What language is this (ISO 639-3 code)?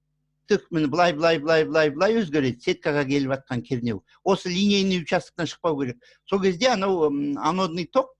kaz